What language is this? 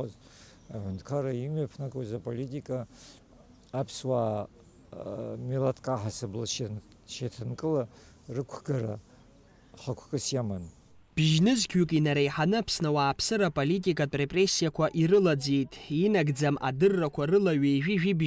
Abkhazian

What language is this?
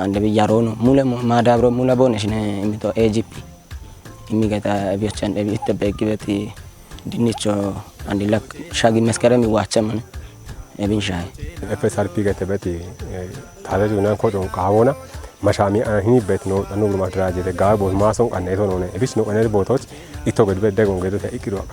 Kafa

